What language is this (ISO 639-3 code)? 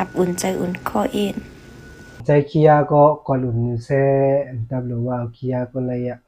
shn